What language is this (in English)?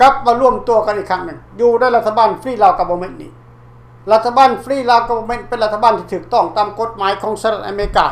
Lao